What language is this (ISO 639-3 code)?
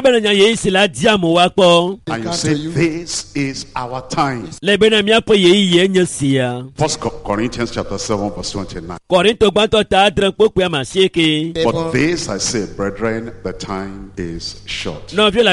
ewe